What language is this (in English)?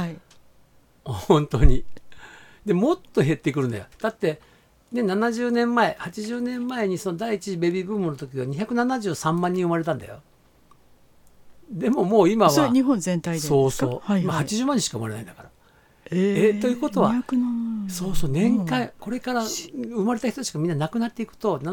Japanese